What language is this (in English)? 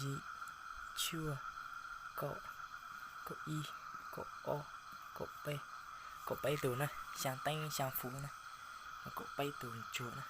Hmong